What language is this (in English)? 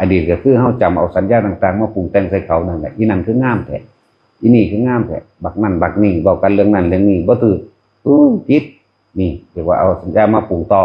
Northeastern Thai